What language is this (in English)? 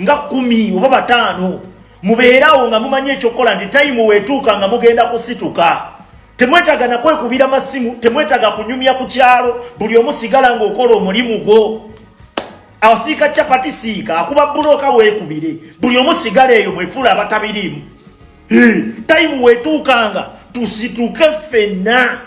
Ganda